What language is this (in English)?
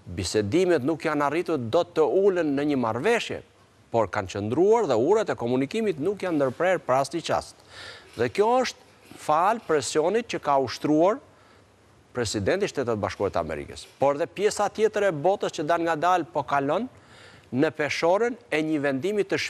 Albanian